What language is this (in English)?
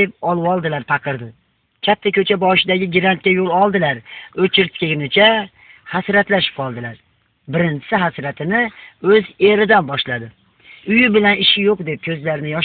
Uzbek